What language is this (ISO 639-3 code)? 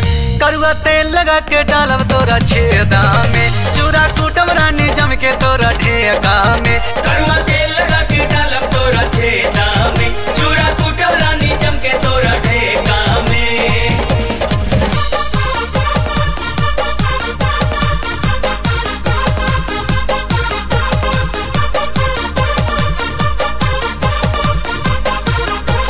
bho